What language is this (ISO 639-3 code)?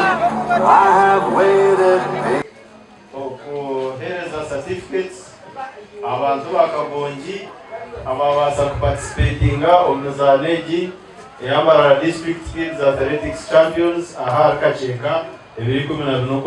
nyn